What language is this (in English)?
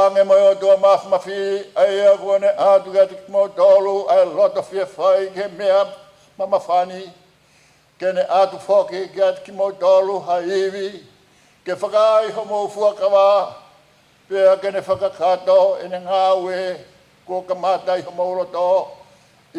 Tongan